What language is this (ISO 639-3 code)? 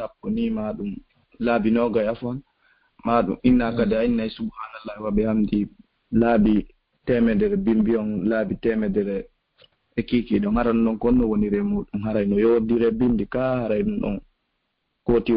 ful